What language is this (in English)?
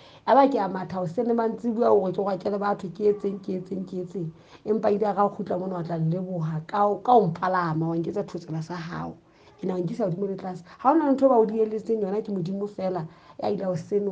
Southern Sotho